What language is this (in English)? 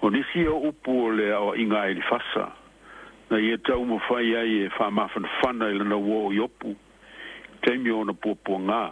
Samoan